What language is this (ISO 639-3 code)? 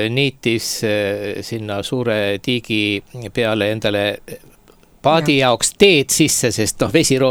est